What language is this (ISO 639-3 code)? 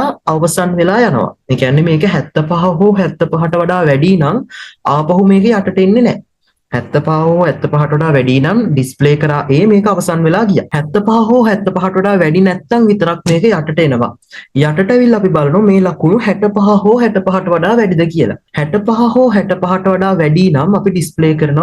sin